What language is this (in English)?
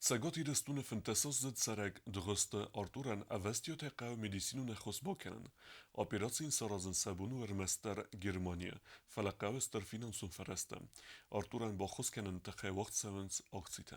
Ossetic